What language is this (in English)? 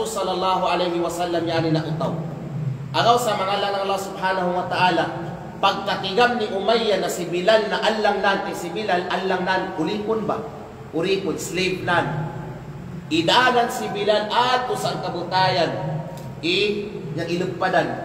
Kalagan